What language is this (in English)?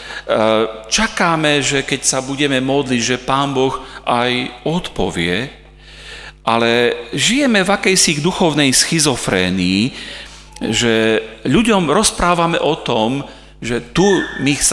Slovak